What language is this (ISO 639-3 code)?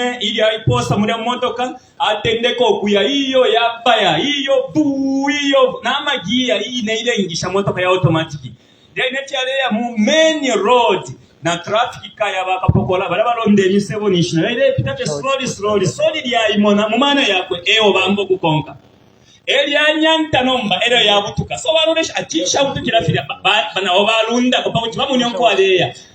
bem